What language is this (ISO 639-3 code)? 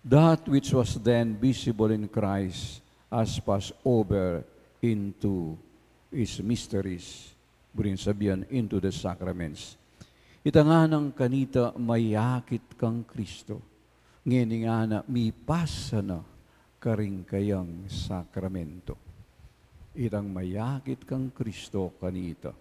pam